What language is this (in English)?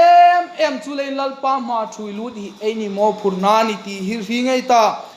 Hmar